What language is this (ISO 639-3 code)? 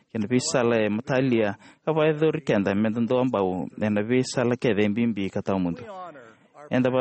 fij